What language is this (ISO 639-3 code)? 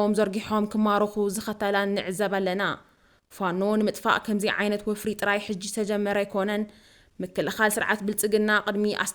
tir